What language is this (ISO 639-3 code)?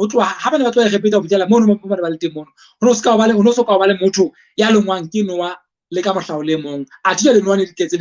sot